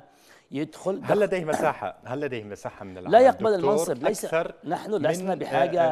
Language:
Arabic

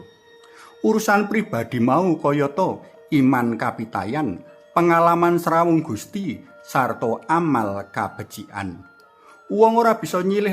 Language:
Javanese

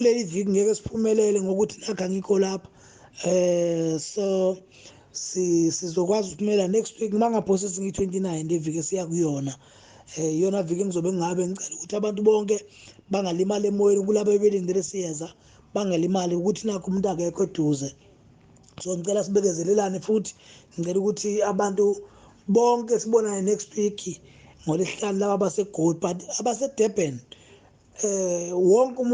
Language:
Zulu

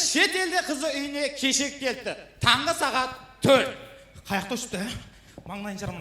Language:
Kara-Kalpak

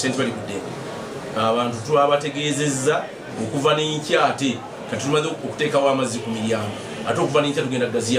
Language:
Ganda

